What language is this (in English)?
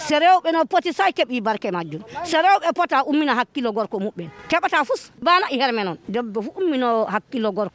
Fula